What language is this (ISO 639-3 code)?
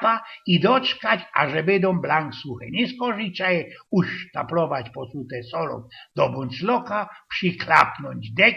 szl